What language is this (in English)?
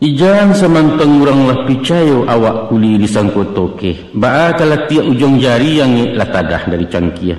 Minangkabau